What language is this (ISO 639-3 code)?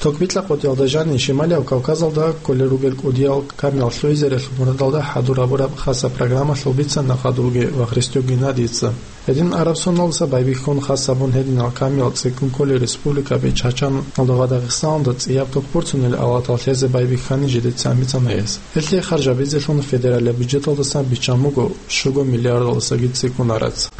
ava